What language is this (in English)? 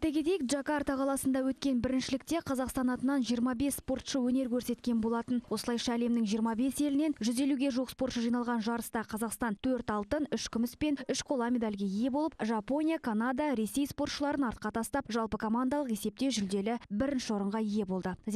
Kazakh